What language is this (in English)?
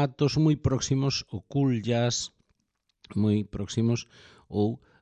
Galician